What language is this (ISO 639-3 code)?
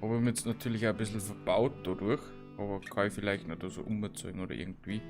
bar